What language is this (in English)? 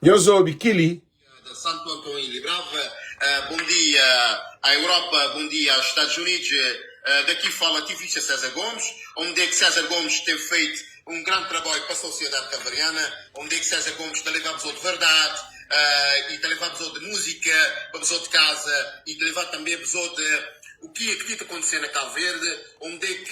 Kabuverdianu